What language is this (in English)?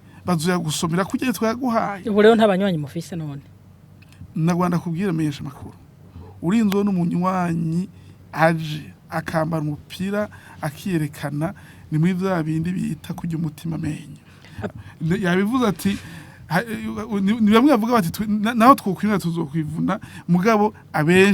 Rundi